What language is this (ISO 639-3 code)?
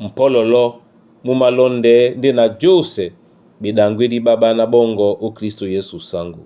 dua